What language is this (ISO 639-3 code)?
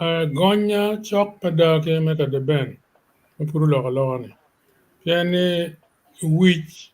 ach